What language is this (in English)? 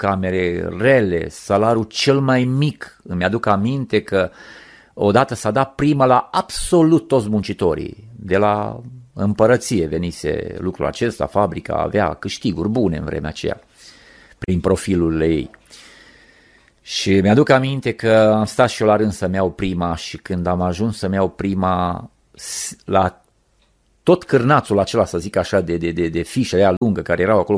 Romanian